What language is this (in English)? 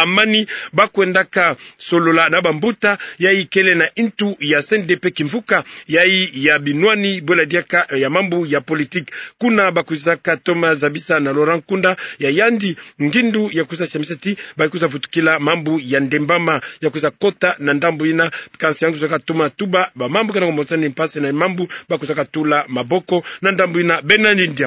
Kituba (Democratic Republic of Congo)